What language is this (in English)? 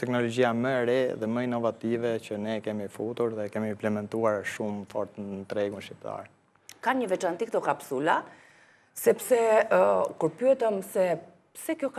Albanian